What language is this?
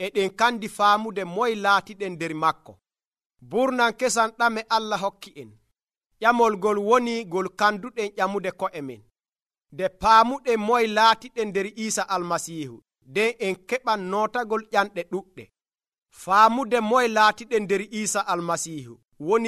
Nigerian Fulfulde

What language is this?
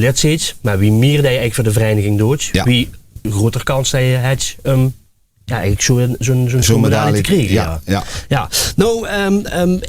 Limburgish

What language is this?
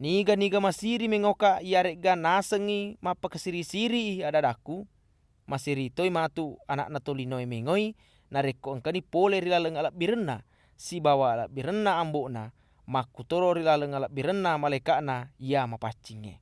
Buginese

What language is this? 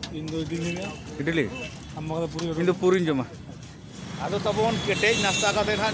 Santali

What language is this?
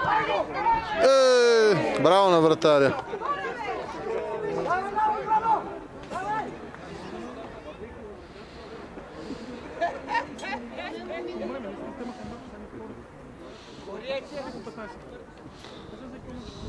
Bulgarian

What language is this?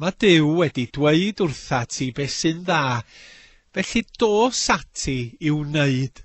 Welsh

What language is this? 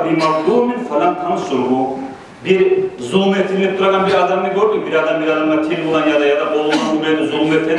Kumyk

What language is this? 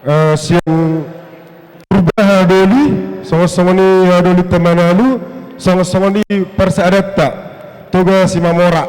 Batak Toba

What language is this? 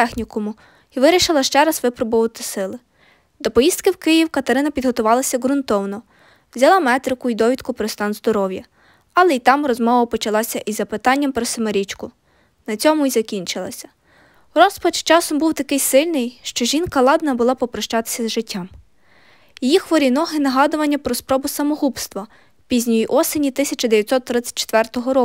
Ukrainian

